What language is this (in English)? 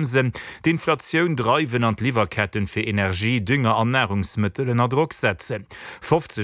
Luxembourgish